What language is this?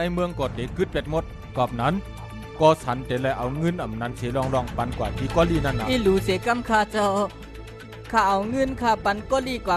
Shan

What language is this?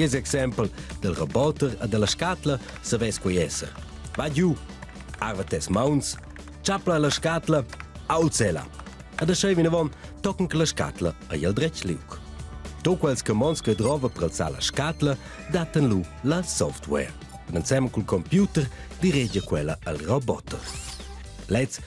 Romansh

